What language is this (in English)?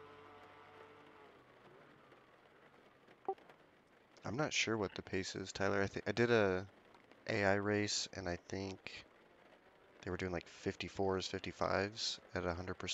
English